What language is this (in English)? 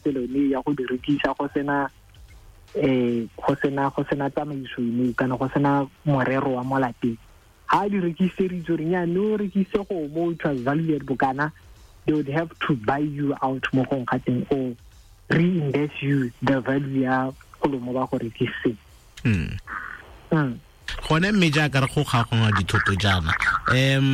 Tswana